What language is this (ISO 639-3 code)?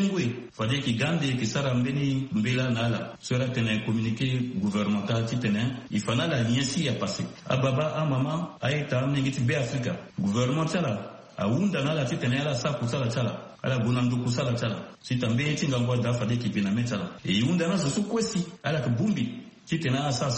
sag